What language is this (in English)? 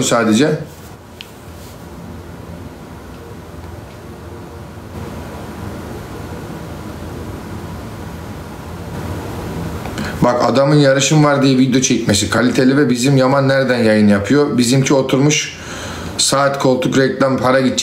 Turkish